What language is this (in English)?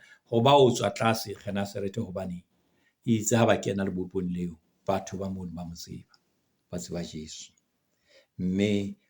Southern Sotho